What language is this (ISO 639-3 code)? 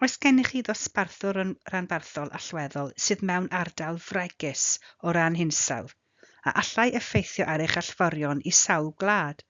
cym